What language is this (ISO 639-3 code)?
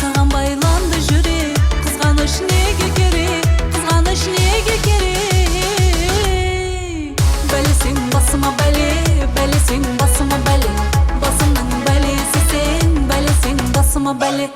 kaa